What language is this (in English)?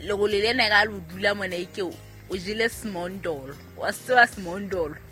Southern Sotho